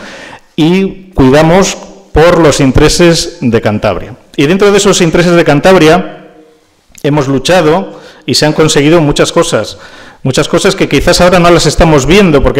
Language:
Spanish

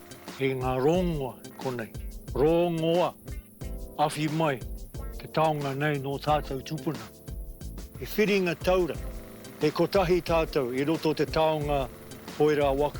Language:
Māori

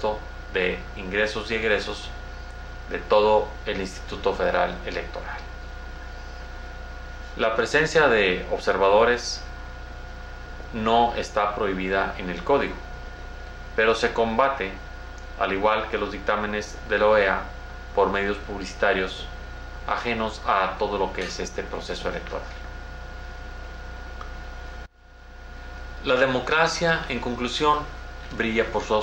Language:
Spanish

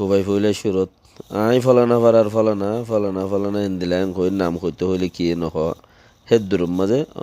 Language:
Rohingya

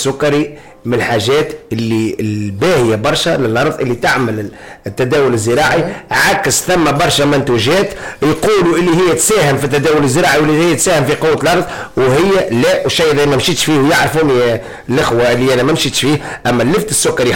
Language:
Tunisian Arabic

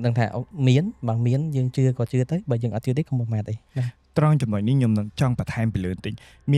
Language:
Khmer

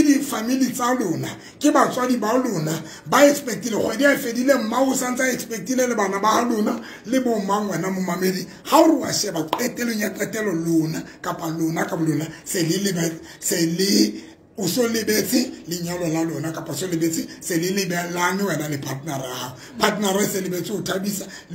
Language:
Tswana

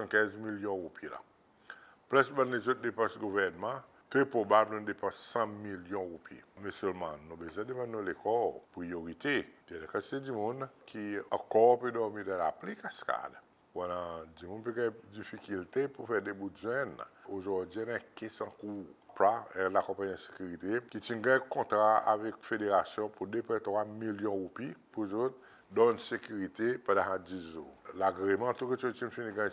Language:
Seselwa Creole French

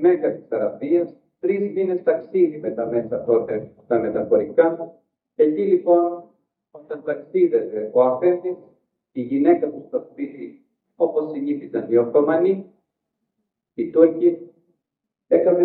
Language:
Greek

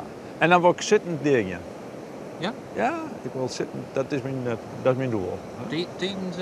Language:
Western Frisian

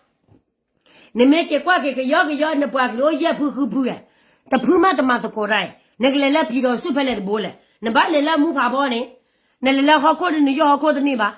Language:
S'gaw Karen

